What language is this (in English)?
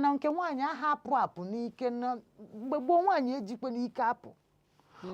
Igbo